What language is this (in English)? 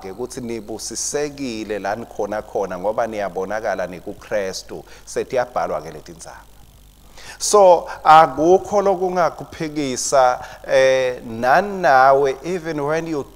Swati